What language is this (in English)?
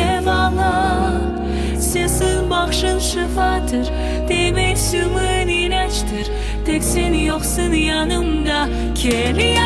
Crimean Tatar